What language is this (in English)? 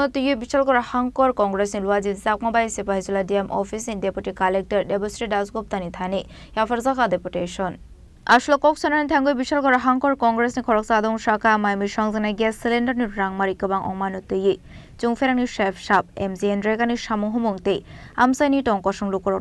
Kok Borok